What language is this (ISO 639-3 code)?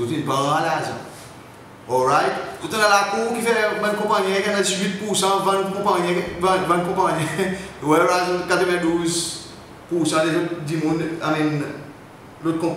crs